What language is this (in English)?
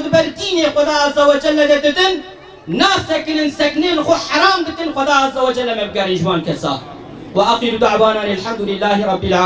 Kurdish